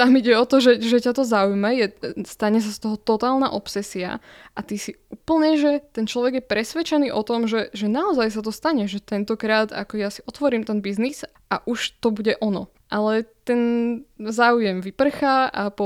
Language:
Slovak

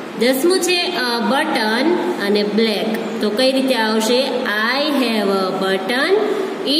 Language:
Gujarati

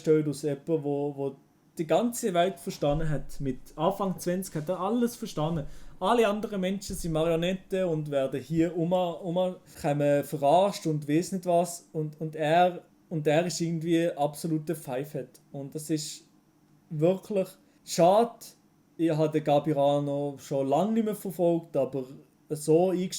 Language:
Swiss German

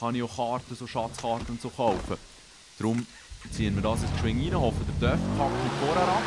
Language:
Swiss German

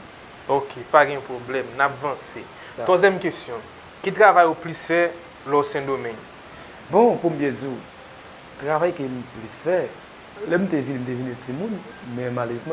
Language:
Haitian Creole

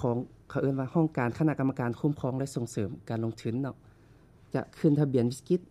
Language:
Lao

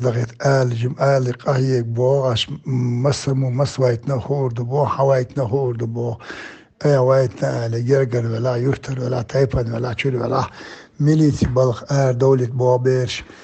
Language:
Chechen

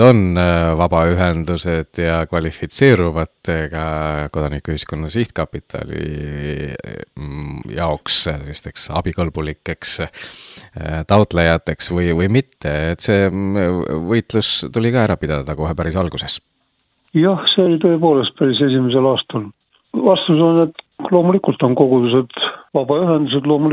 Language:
Estonian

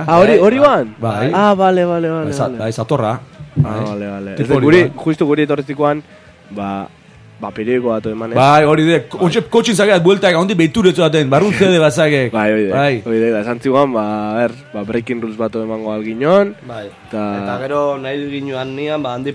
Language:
Basque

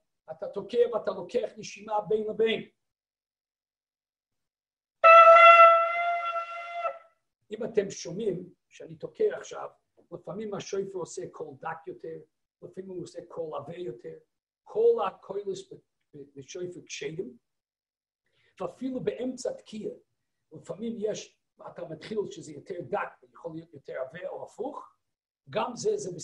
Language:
Hebrew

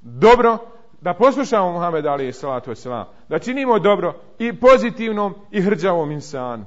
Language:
Bosnian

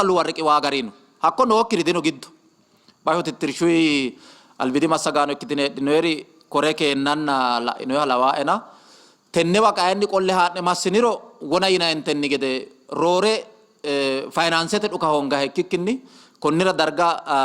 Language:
Sidamo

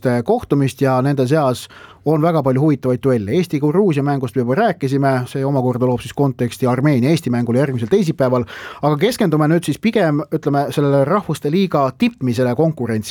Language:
Estonian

